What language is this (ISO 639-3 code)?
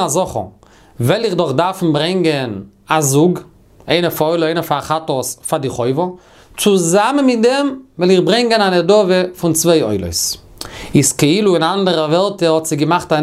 yid